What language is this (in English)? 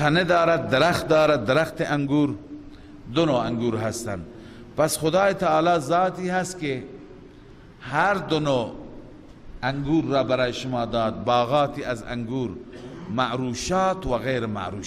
Persian